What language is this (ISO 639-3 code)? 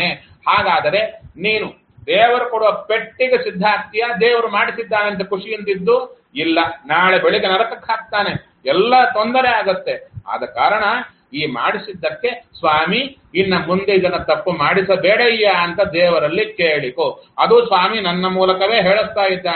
kan